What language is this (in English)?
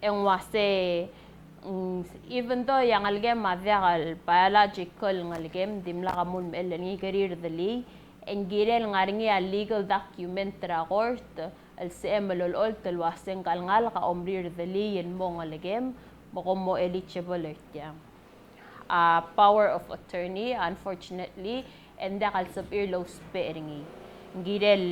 Palauan